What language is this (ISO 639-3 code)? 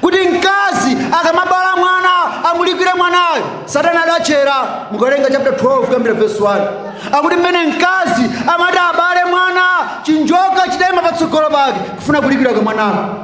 nya